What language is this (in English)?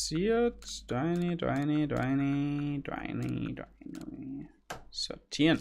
Bavarian